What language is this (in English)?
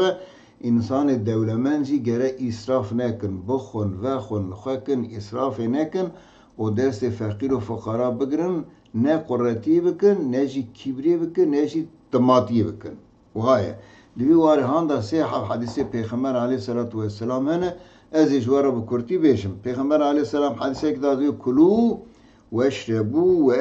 Kurdish